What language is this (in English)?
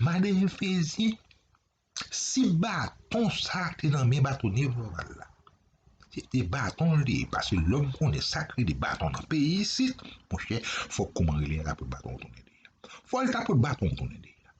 Haitian Creole